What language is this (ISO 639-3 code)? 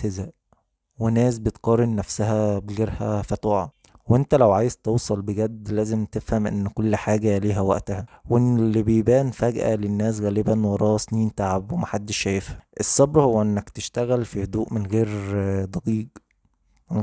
arz